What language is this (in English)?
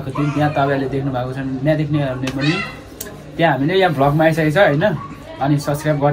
Nepali